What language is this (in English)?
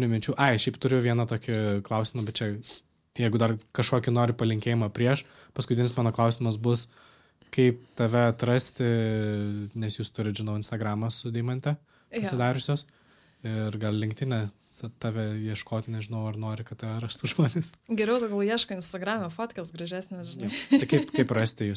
Lithuanian